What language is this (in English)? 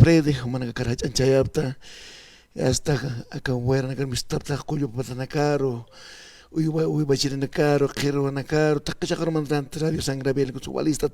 Aymara